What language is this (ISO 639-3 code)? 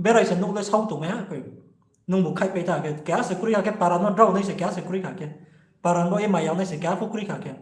ria